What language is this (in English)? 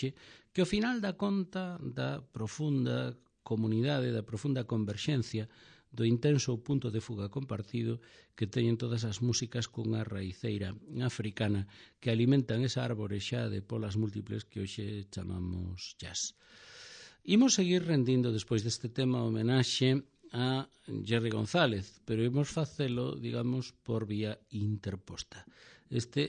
Galician